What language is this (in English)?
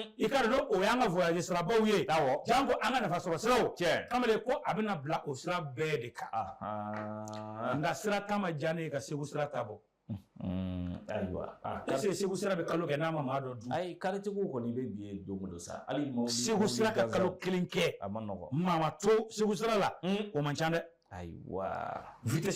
Bambara